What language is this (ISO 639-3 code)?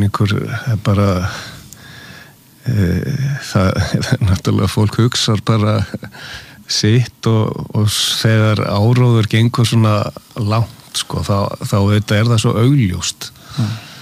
isl